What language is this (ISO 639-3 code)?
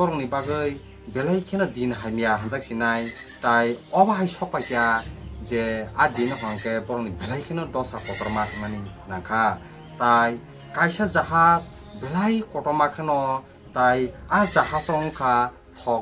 trp